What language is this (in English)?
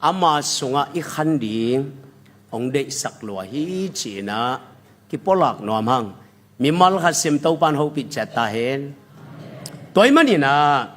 Tedim Chin